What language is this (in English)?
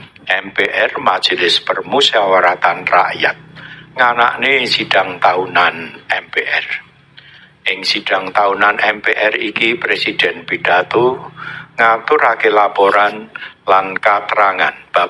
Javanese